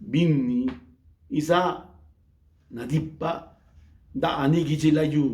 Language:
Zapotec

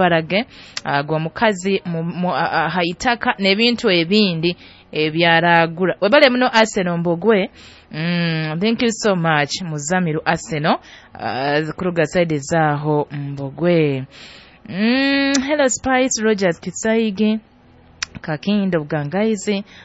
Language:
Nyoro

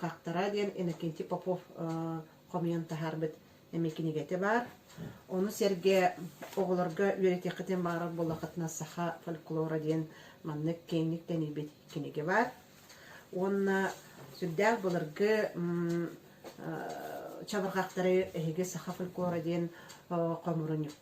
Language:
Yakut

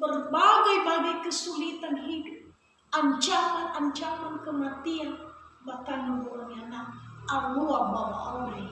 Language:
Nias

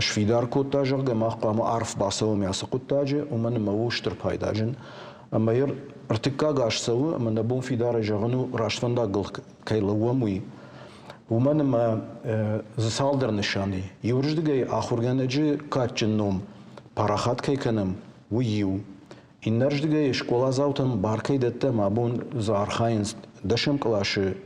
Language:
Ossetic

